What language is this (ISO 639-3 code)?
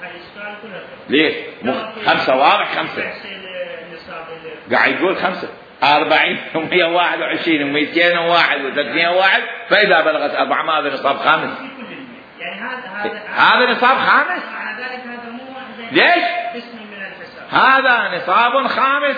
acm